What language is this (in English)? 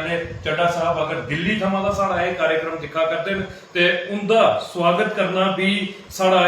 Dogri